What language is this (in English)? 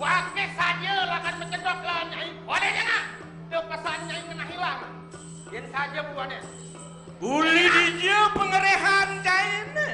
Balinese